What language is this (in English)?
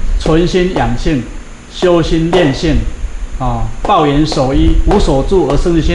Chinese